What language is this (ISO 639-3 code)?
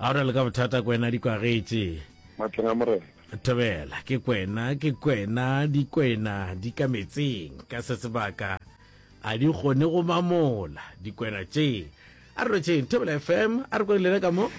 nso